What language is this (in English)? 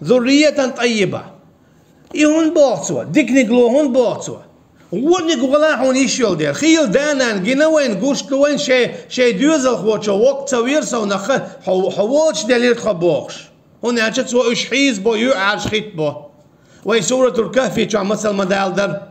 Chechen